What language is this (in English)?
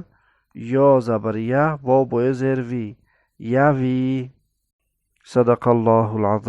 Tajik